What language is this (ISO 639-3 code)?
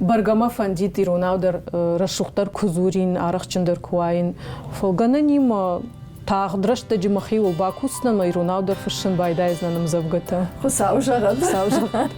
oss